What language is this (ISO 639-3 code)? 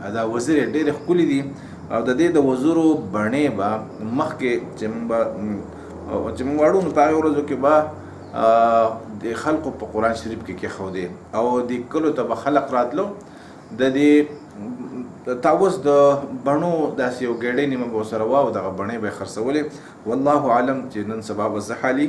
pus